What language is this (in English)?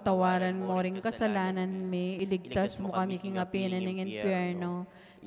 Pampanga